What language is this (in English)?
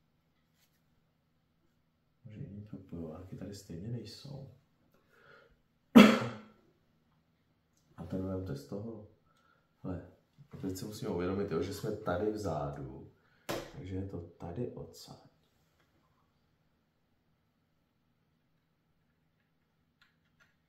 Czech